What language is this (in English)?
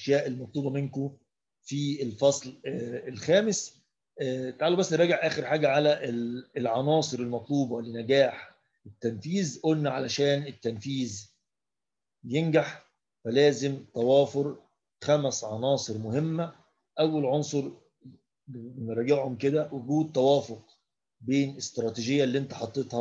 Egyptian Arabic